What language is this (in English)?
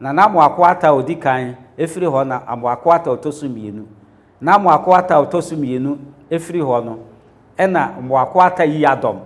Akan